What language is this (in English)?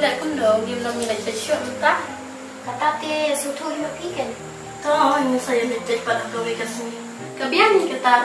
Khasi